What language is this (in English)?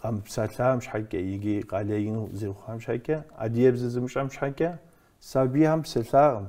Kabardian